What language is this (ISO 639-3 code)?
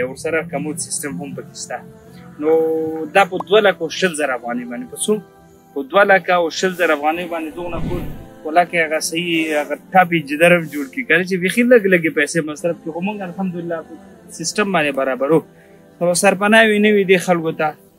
pus